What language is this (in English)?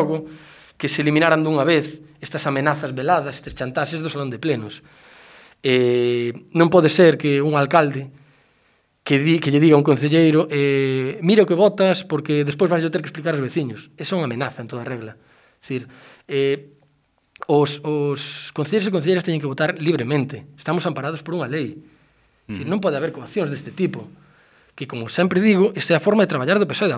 Galician